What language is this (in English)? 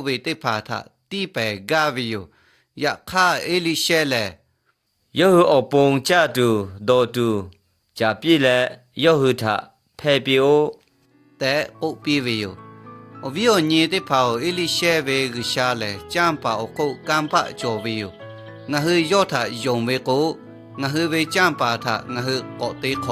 Lahu